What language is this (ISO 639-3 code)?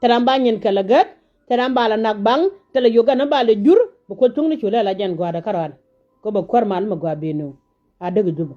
nus